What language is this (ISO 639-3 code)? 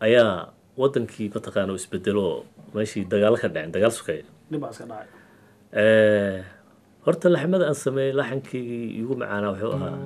som